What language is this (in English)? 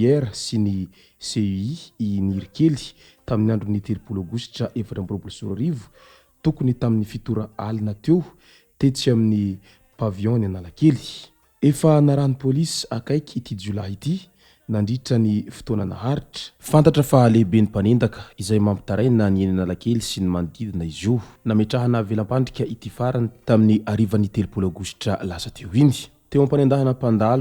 Malagasy